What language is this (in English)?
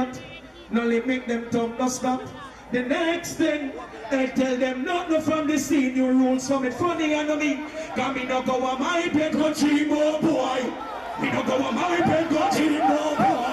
Jamaican Creole English